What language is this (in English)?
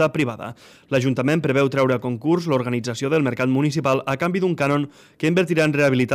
Catalan